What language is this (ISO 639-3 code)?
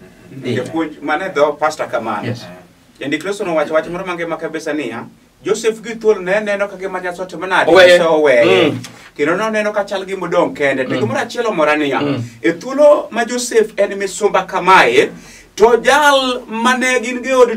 luo